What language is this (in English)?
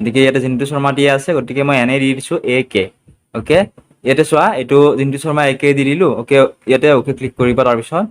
Assamese